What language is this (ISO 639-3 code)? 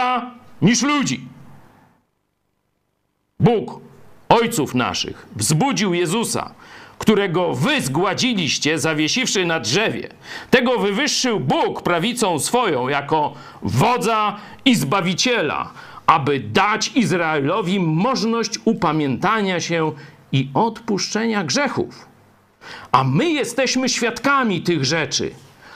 pol